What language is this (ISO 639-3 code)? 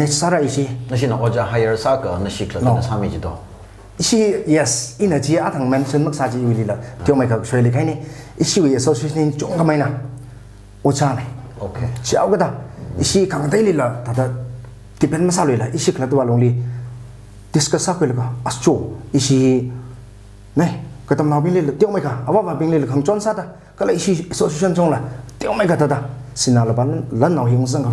nmf